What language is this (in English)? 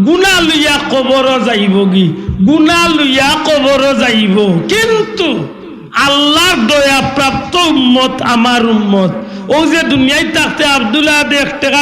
Sylheti